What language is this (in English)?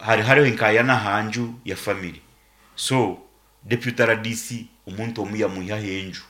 Nyankole